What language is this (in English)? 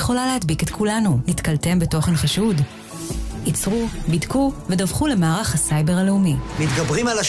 Hebrew